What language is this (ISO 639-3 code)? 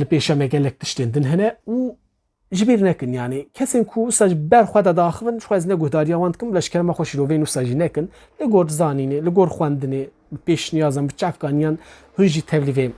kur